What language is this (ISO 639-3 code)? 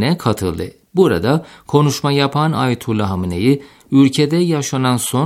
tur